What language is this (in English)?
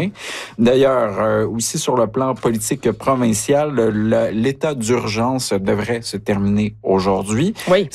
French